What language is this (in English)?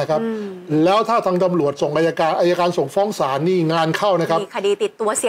Thai